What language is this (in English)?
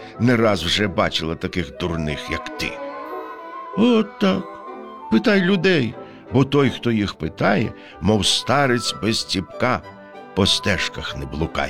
Ukrainian